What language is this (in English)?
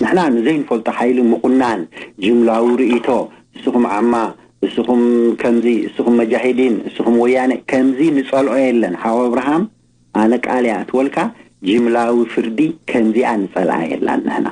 Tigrinya